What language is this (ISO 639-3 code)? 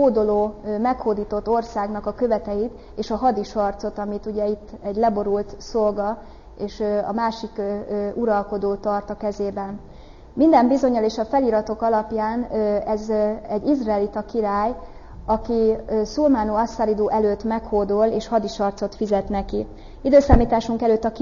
hun